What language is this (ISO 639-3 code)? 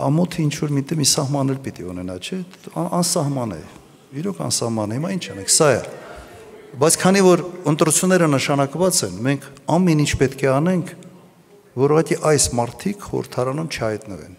hye